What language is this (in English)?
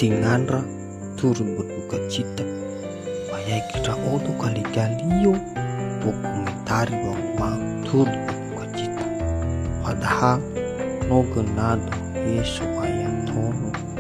Nias